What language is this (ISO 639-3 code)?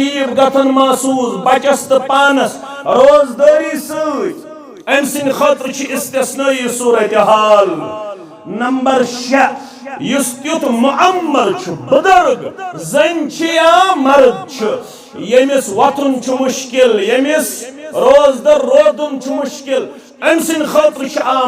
kas